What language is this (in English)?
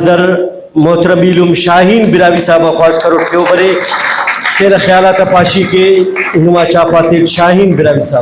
Brahui